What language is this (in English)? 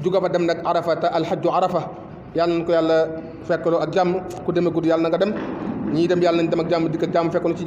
Wolof